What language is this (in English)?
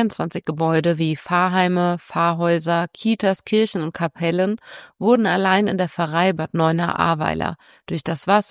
German